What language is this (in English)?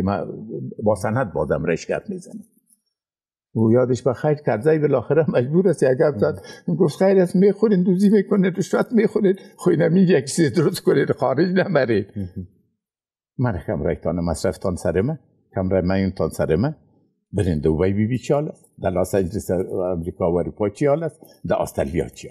Persian